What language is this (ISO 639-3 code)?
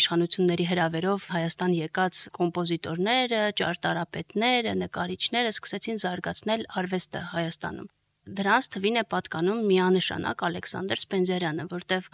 hye